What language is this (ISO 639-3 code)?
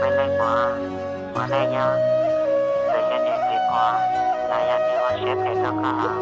hmn